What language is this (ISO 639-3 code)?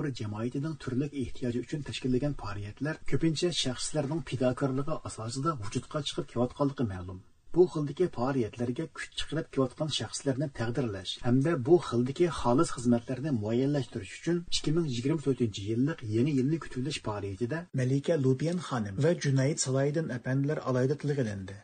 uig